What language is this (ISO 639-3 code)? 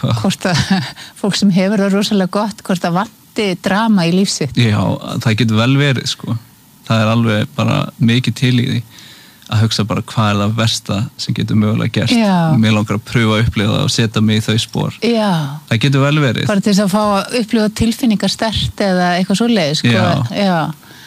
isl